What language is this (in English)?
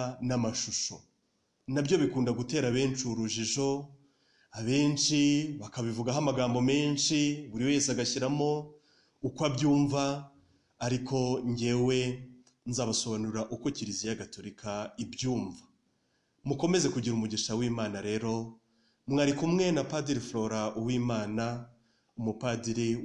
Kinyarwanda